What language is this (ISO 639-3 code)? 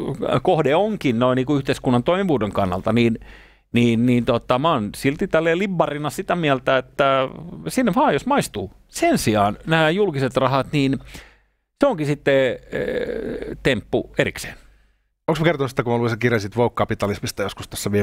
fin